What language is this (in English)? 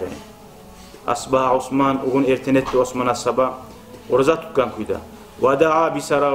Kumyk